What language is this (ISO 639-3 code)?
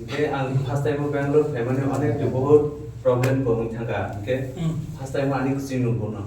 ria